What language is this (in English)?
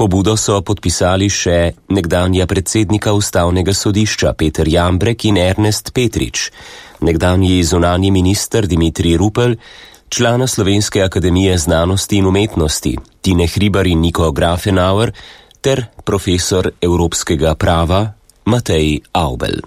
Slovenian